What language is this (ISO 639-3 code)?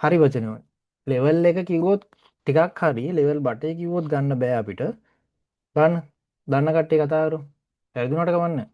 sin